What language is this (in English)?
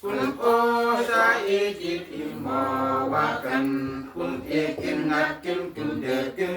Uduk